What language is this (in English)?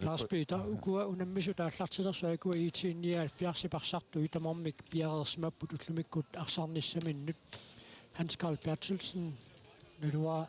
Kalaallisut